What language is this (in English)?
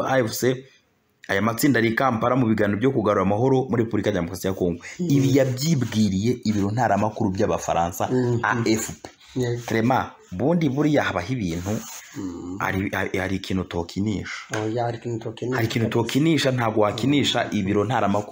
Kinyarwanda